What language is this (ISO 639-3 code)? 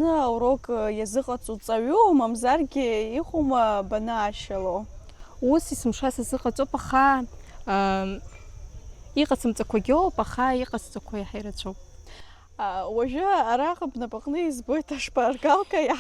abk